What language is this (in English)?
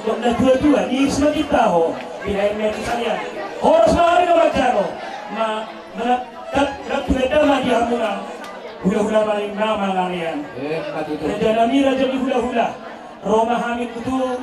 Batak Toba